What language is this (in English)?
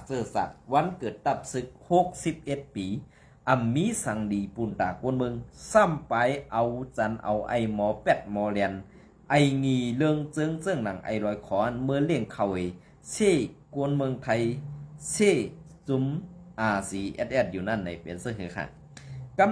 Shan